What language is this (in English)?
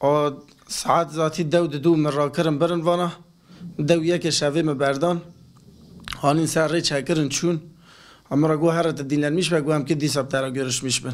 Kurdish